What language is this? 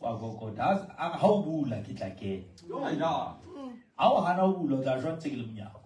Southern Sotho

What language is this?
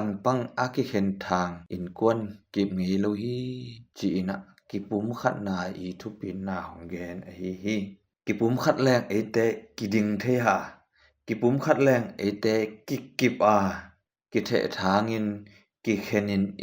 Tedim Chin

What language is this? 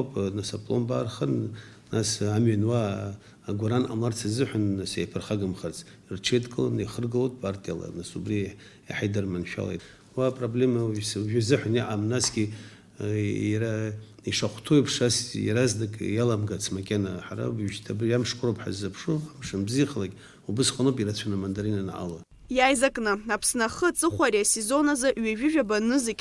Abkhazian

